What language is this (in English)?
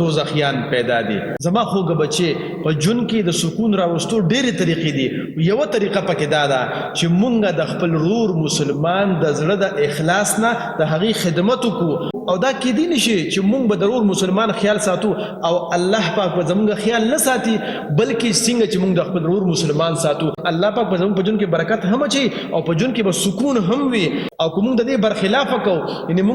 Pashto